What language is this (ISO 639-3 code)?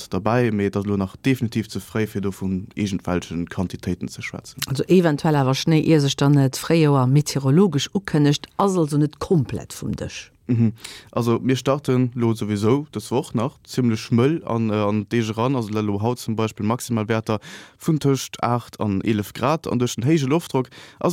ltz